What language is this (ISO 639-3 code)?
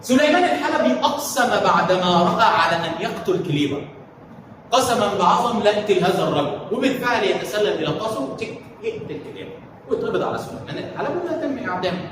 arz